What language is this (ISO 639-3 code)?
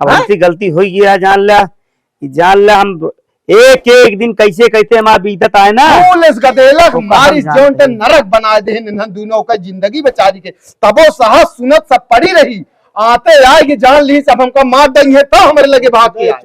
awa